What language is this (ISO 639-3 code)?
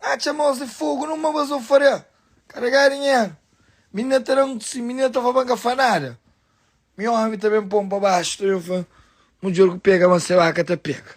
kea